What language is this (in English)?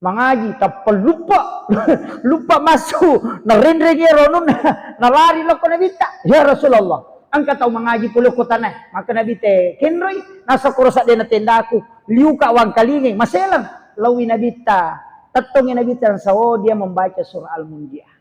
Buginese